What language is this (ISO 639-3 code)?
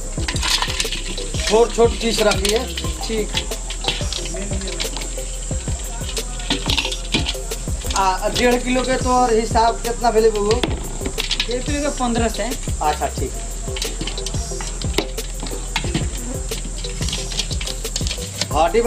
bho